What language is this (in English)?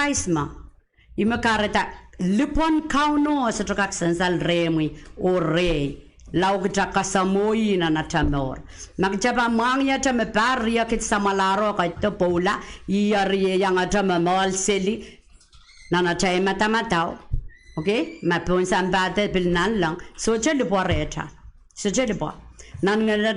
Pohnpeian